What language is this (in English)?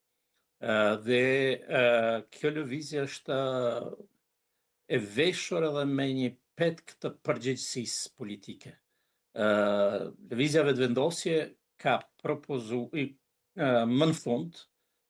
Albanian